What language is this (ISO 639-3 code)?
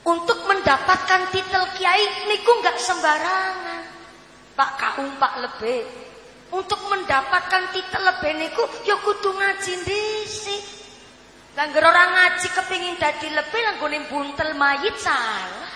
jav